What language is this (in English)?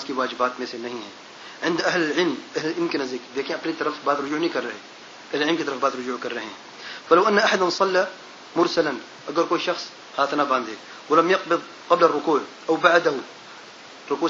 Urdu